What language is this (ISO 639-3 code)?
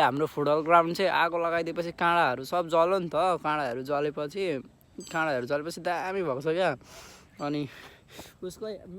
nep